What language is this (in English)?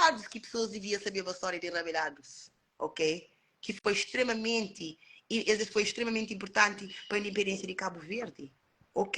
Kabuverdianu